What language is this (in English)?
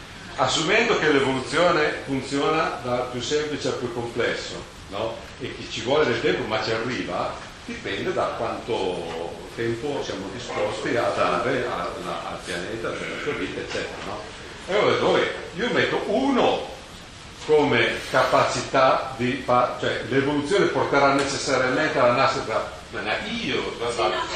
Italian